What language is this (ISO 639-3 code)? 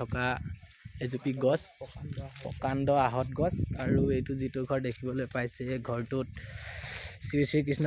asm